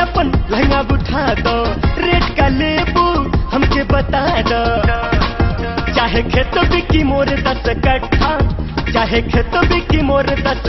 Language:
Bhojpuri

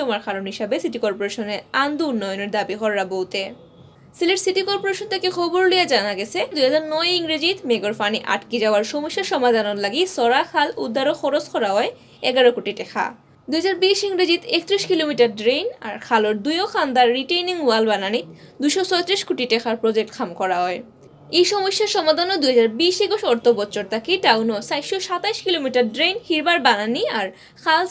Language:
Sylheti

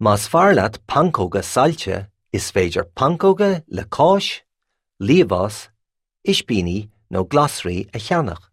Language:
Irish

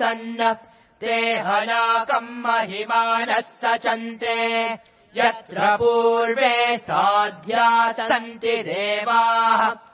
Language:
Sanskrit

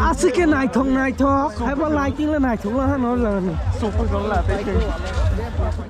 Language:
Kok Borok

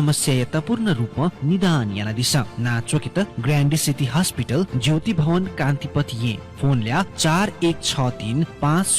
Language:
Newari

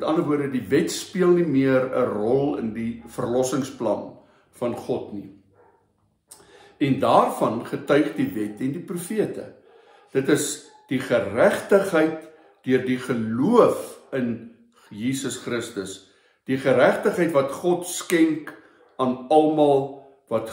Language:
Afrikaans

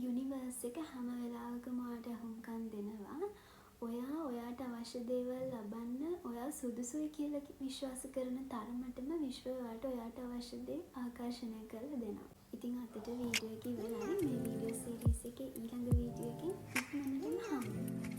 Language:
Sinhala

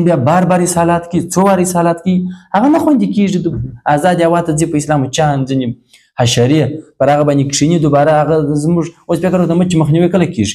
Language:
Pashto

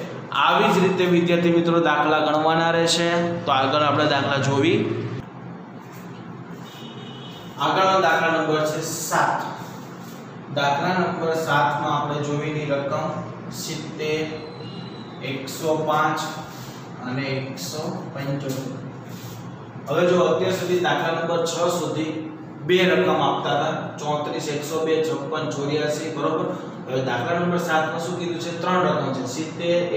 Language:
Gujarati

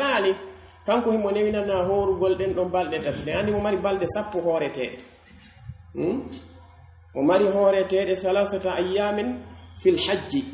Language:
Pular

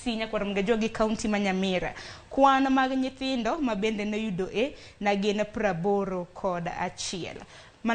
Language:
Luo (Kenya and Tanzania)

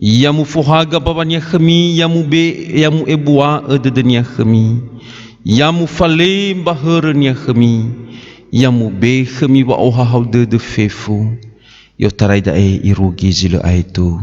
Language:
Nias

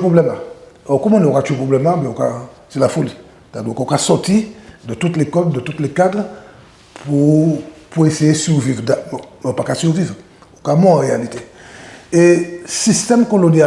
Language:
Guadeloupean Creole French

